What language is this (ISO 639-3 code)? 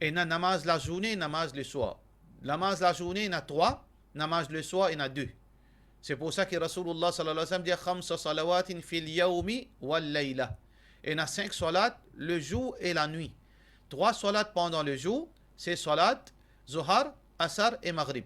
mfe